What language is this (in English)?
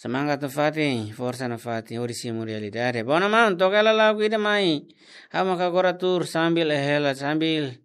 Tetum